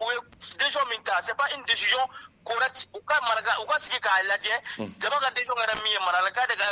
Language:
Bambara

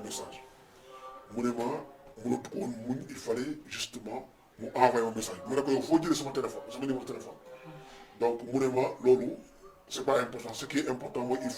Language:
Wolof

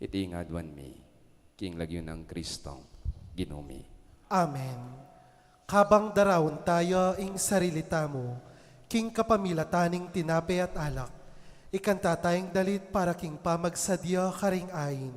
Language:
Pampanga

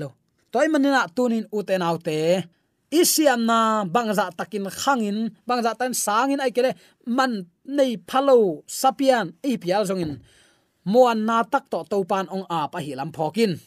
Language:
Tedim Chin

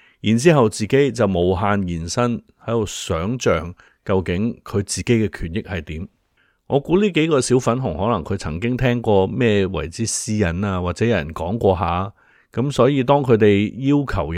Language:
Cantonese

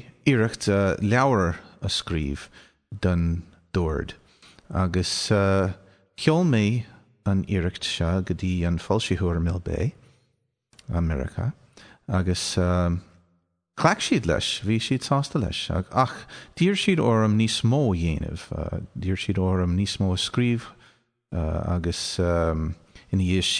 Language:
Irish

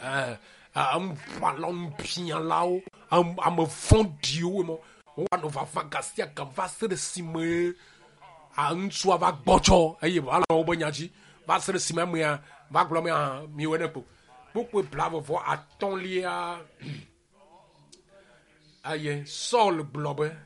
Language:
Ewe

